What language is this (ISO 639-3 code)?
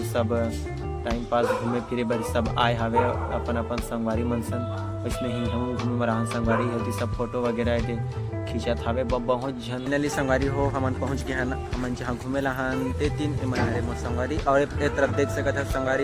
hne